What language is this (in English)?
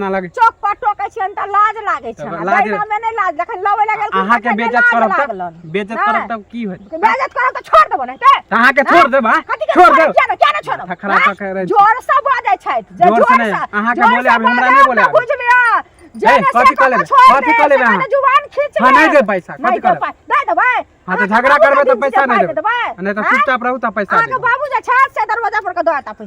Maithili